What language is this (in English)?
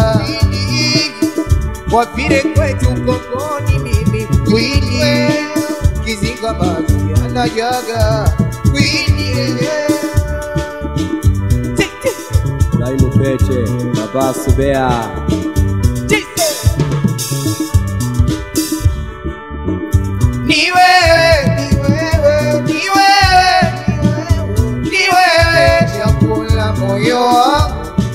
Swahili